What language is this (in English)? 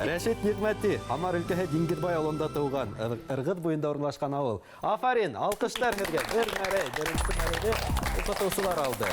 Bashkir